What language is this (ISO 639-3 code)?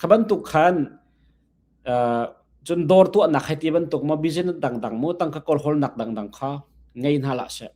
cnh